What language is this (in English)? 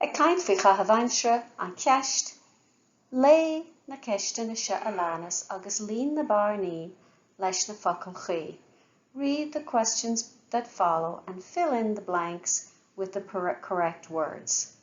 Irish